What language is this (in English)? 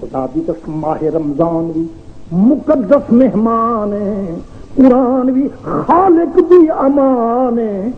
Saraiki